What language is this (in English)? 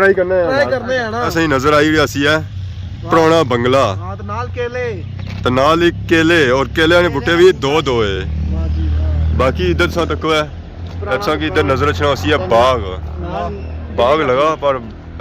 Pahari-Potwari